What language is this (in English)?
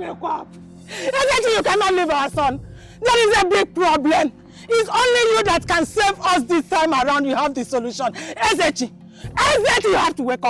Nigerian Pidgin